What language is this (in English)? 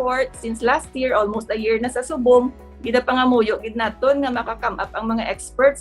Hiligaynon